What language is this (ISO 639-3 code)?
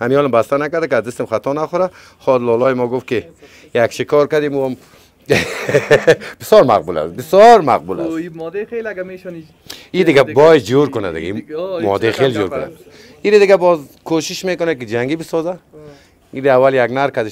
fas